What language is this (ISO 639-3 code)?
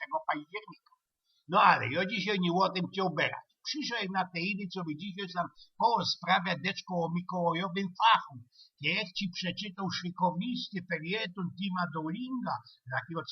szl